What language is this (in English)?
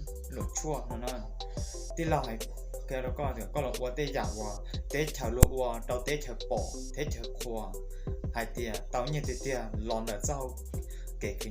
Hmong